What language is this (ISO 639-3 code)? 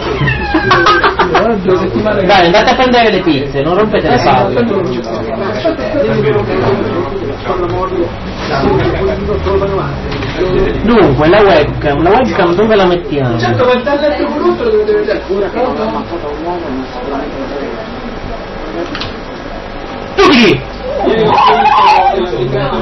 ita